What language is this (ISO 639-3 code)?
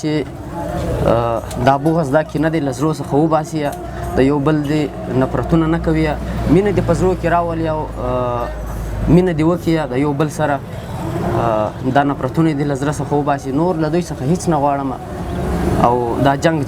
pus